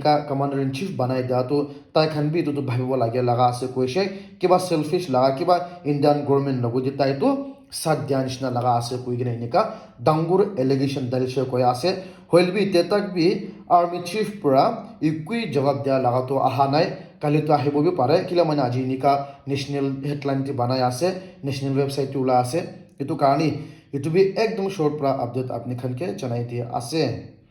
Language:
Naga Pidgin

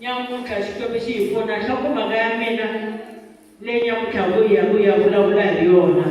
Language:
Tsonga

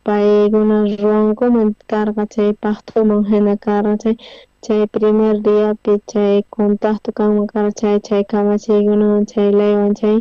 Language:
South Bolivian Quechua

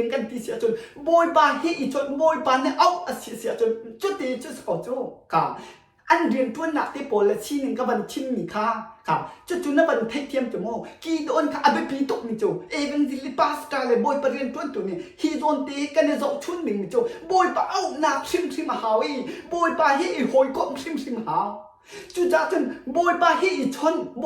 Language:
Hakha Chin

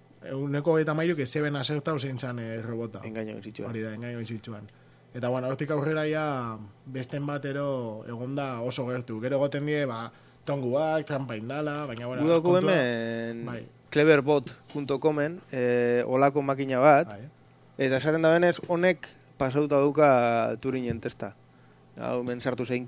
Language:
Basque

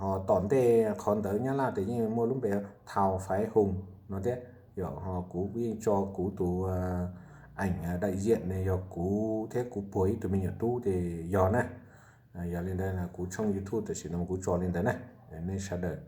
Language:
Hmong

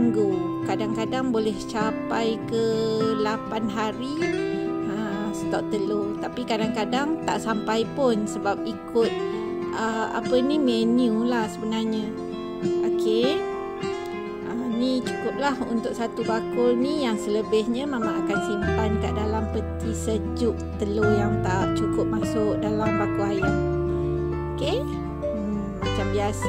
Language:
Malay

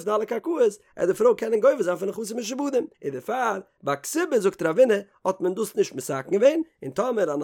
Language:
Yiddish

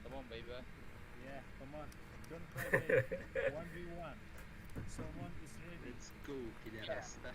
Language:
Yakut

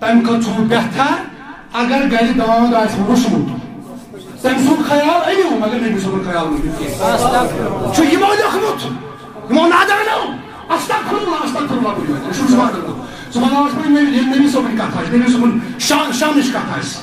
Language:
Kashmiri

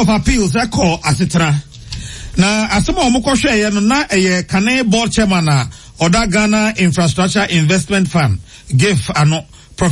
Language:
Akan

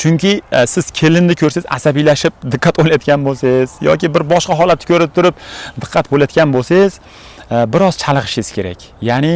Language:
Uzbek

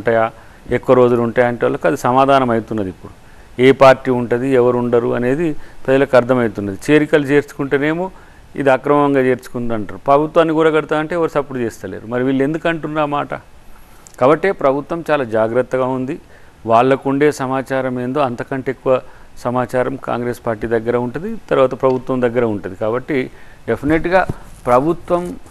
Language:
Telugu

